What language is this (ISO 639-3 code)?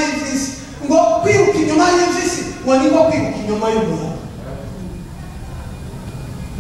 kin